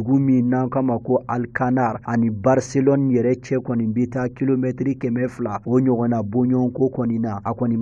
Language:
Bambara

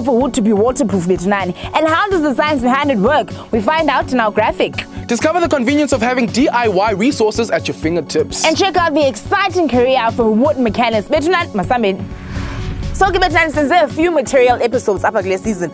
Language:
English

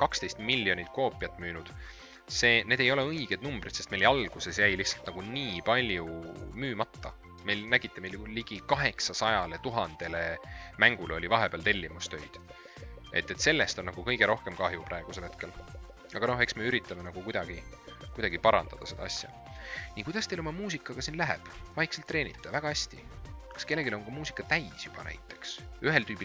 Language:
Estonian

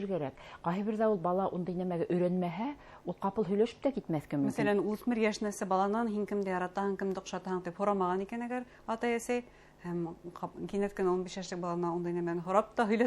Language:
Bashkir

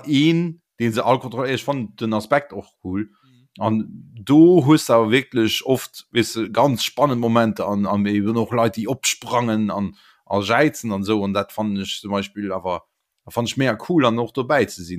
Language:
Luxembourgish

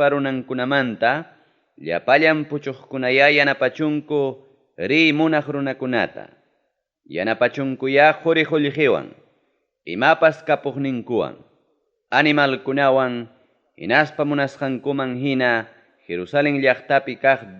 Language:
Ayacucho Quechua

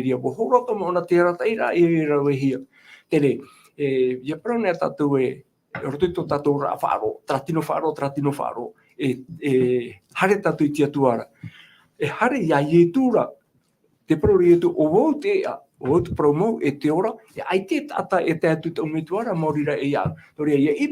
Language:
Tahitian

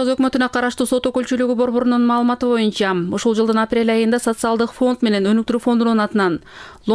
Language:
Kyrgyz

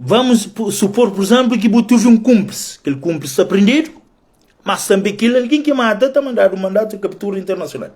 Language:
Kabuverdianu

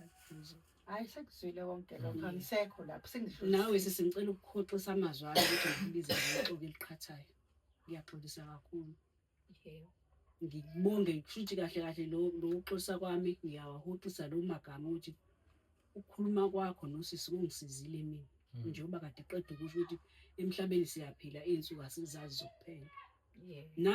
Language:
Zulu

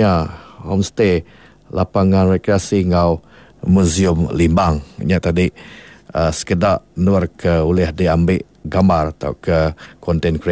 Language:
Iban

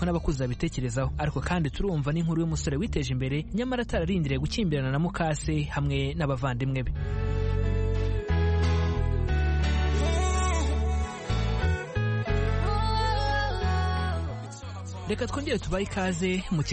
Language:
Kinyarwanda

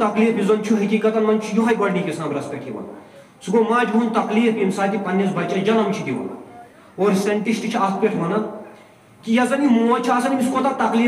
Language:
Kashmiri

